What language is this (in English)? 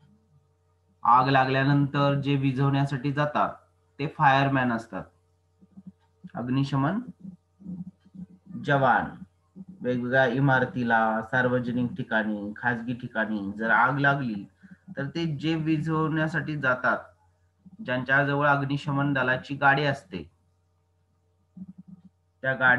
Marathi